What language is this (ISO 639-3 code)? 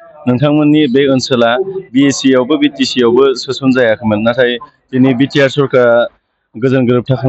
brx